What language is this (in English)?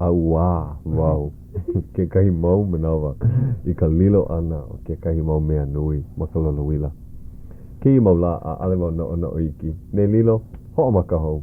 Hawaiian